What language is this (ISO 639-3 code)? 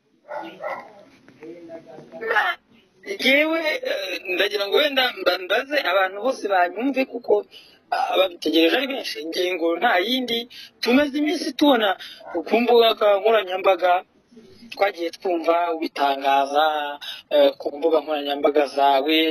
kin